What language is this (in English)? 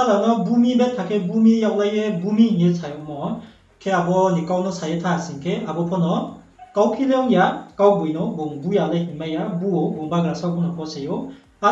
Riang (India)